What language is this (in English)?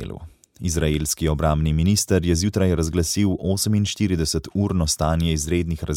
Slovenian